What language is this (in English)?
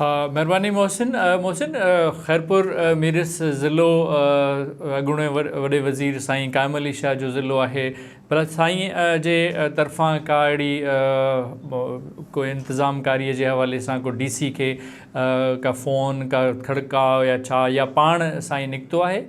Sindhi